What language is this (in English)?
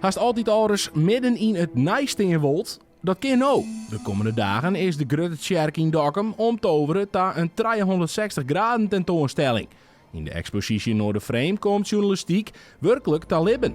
Western Frisian